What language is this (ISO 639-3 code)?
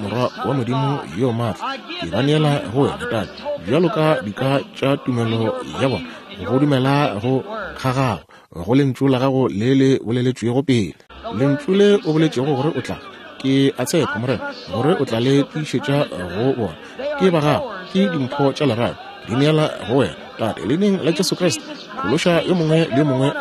nso